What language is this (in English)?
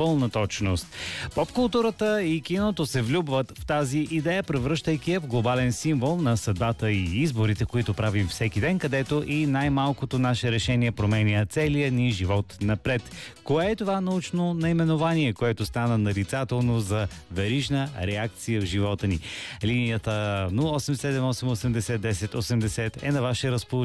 Bulgarian